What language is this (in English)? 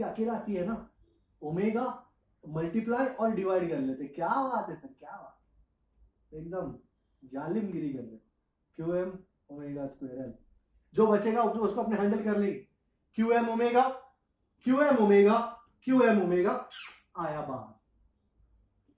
Hindi